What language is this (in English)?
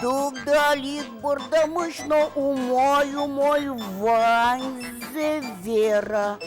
Udmurt